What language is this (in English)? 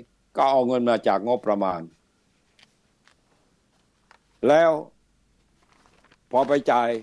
Thai